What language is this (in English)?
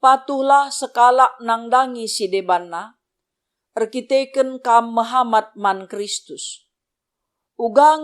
Batak Karo